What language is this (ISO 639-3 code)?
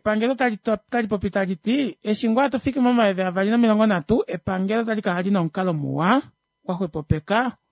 kua